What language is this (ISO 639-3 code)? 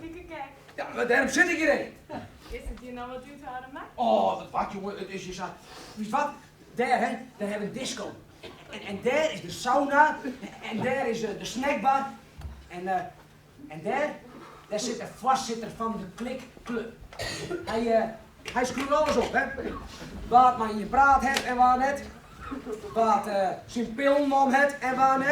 fry